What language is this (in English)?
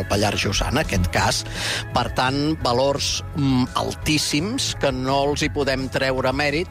Catalan